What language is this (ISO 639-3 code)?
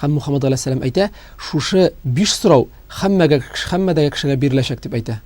tat